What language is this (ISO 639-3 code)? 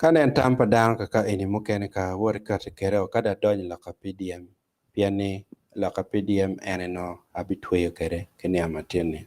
ach